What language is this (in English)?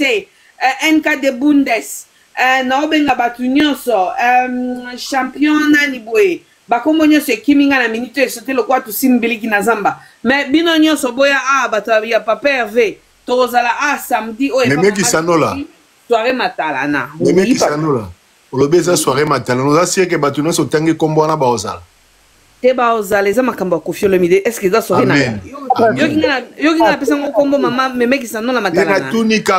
Lingala